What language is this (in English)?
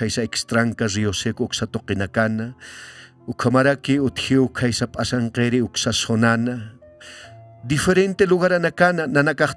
Aymara